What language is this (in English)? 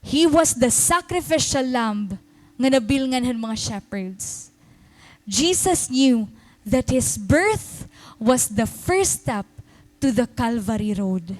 Waray